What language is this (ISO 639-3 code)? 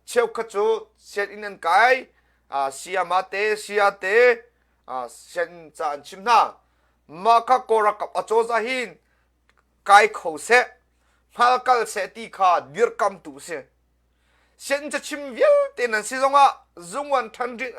cnh